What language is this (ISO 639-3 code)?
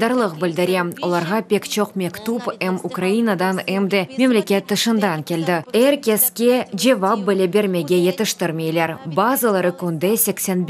crh